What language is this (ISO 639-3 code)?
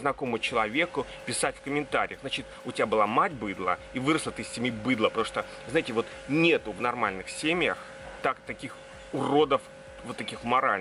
rus